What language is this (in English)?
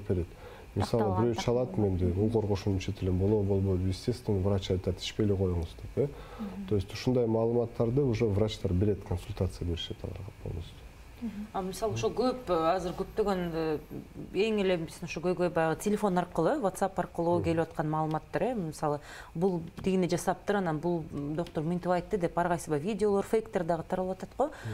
Kyrgyz